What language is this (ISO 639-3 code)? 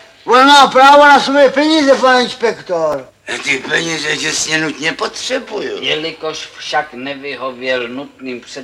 ces